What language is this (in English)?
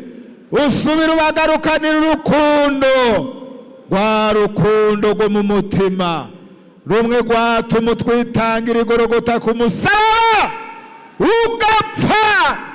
Rundi